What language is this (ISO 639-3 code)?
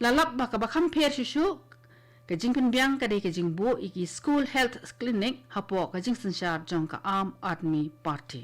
kha